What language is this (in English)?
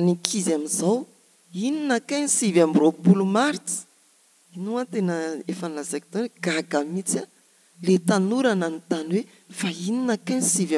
Malagasy